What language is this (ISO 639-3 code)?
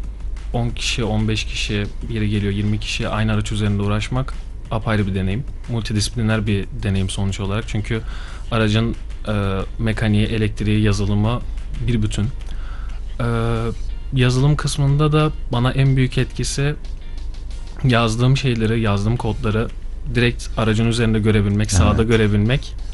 tur